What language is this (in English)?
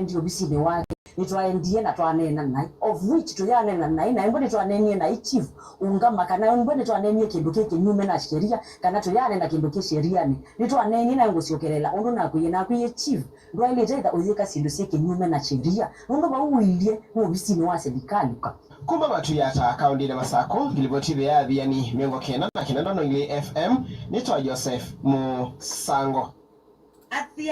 Kamba